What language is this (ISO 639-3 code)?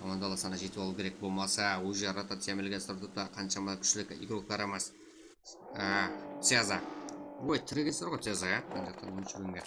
kaa